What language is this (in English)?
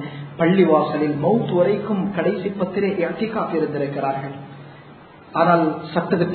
Tamil